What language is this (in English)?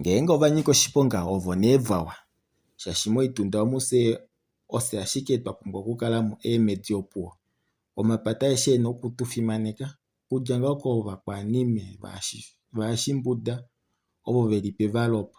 Kuanyama